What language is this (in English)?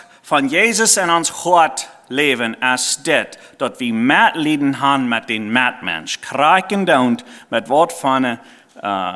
Plautdietsch